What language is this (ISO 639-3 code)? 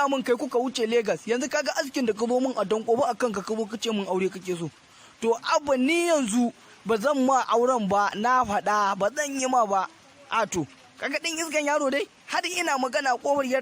hau